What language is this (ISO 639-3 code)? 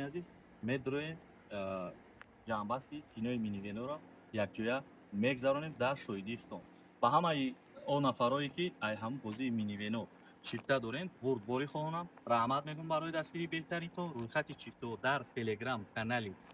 tgk